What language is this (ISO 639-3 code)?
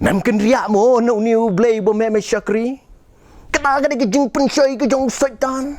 kha